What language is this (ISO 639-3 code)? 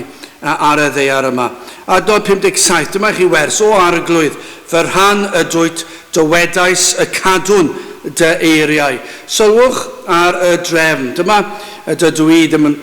cym